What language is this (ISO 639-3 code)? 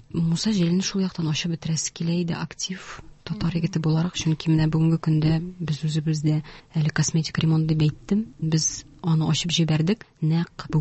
tat